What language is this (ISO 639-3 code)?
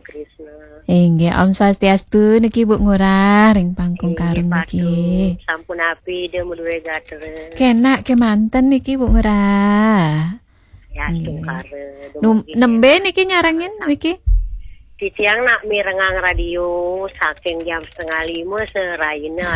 ban